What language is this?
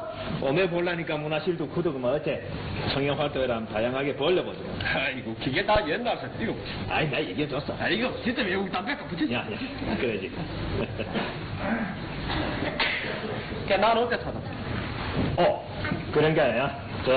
Korean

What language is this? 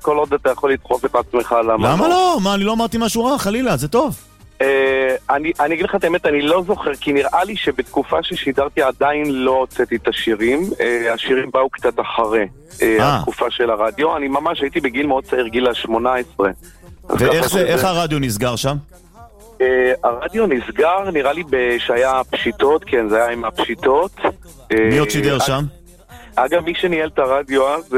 Hebrew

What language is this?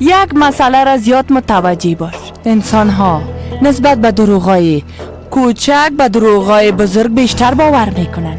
Persian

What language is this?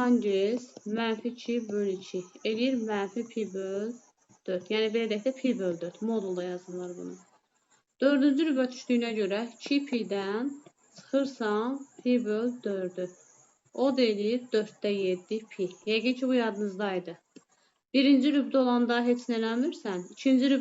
Azerbaijani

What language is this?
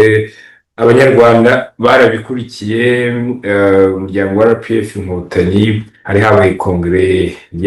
Kinyarwanda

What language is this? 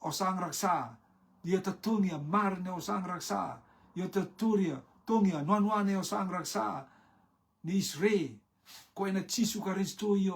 Rotuman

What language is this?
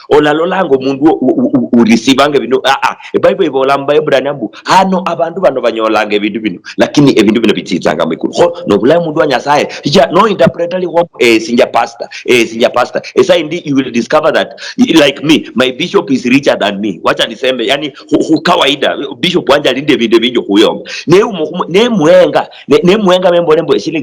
Luyia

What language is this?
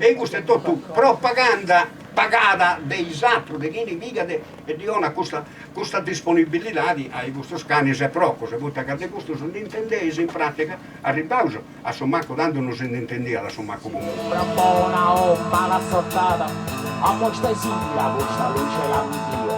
Sardinian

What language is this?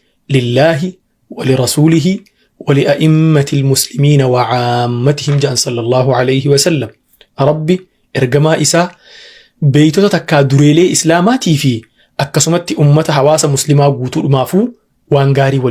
Oromo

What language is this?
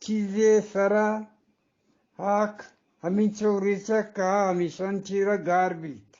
Eastern Balochi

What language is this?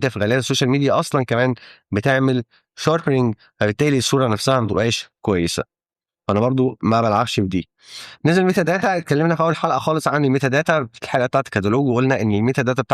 Egyptian Arabic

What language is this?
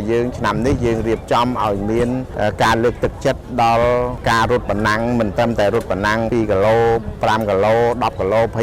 Khmer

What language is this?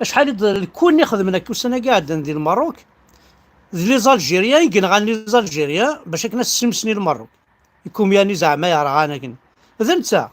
Kabyle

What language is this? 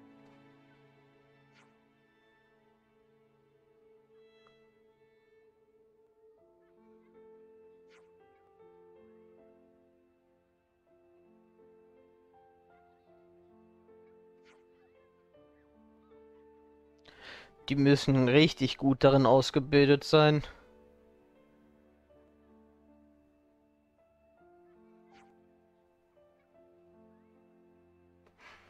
German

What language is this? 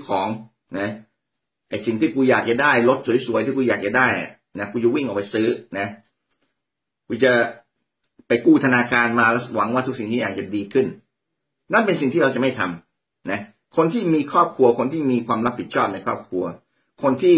Thai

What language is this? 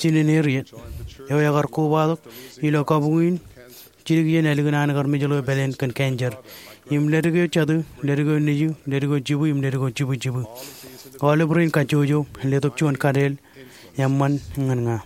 Marshallese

